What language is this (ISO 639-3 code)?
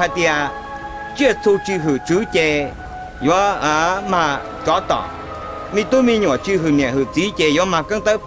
hmn